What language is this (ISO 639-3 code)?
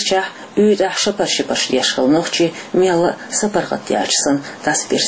che